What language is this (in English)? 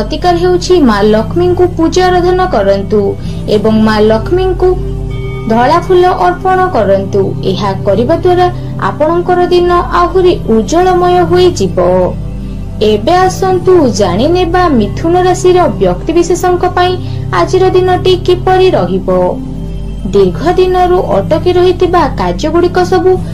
Odia